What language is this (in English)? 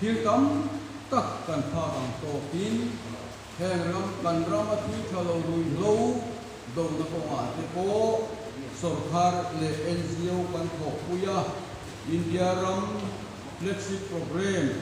Mizo